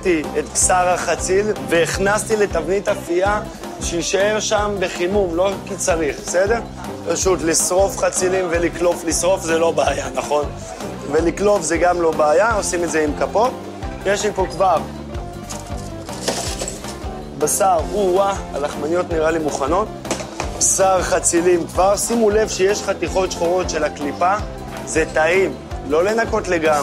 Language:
Hebrew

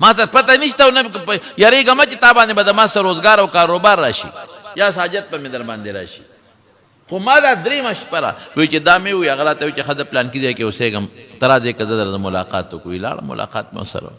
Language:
Pashto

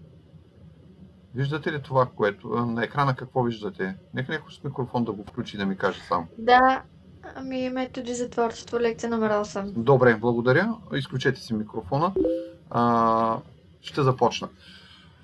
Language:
Bulgarian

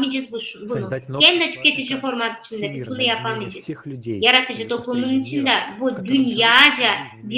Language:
Gagauz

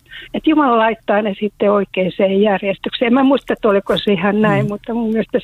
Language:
Finnish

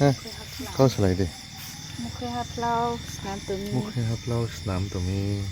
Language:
Riang (India)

